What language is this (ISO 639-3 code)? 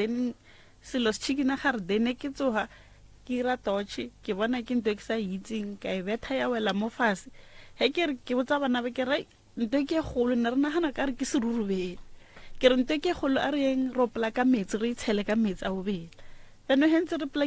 nso